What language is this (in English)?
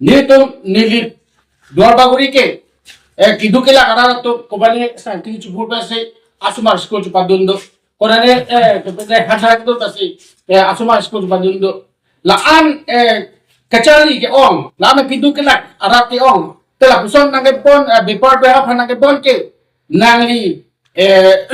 Karbi